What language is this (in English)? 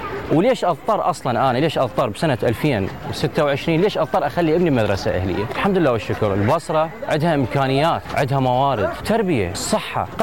Mesopotamian Arabic